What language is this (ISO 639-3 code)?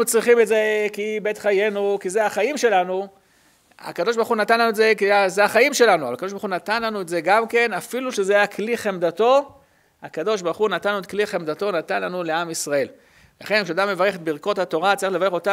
heb